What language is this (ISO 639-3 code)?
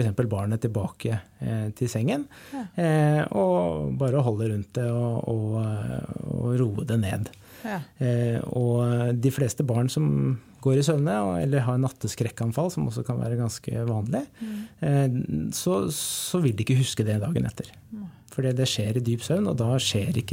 nor